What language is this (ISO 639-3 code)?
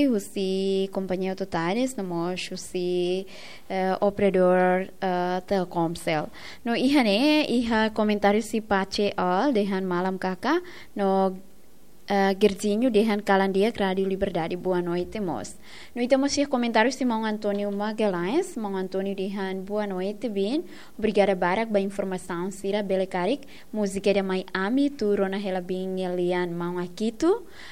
tet